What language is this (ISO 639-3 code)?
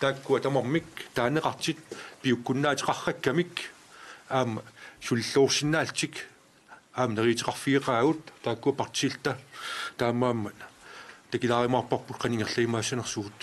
kal